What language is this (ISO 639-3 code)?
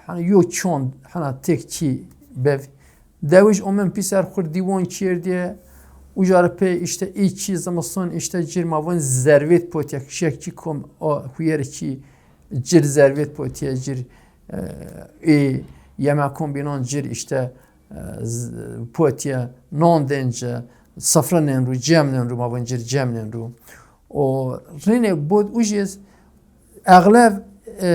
zza